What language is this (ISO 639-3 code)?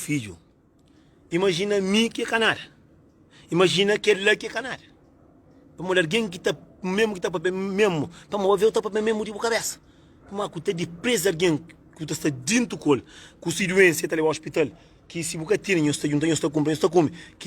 kea